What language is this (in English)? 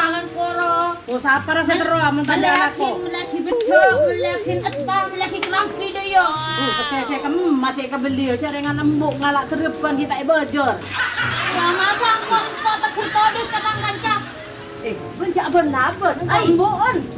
Madurese